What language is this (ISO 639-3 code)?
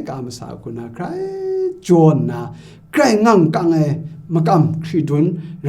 kac